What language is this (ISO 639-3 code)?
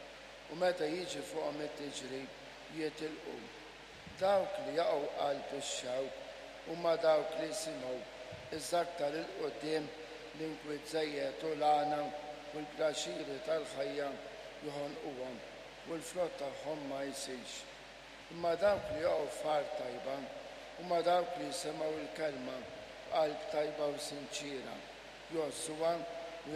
mlt